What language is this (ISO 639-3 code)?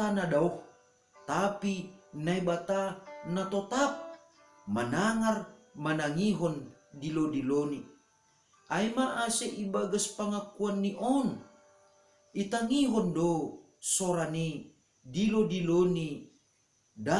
bts